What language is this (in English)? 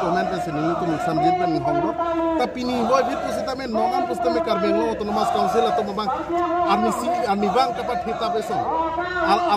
Karbi